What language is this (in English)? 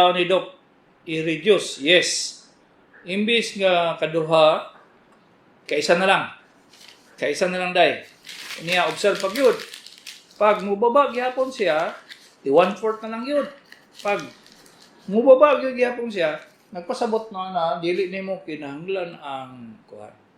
Cebuano